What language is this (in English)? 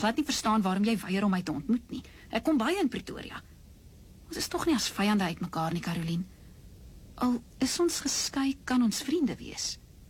Afrikaans